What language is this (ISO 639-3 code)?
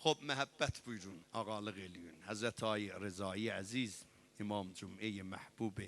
azb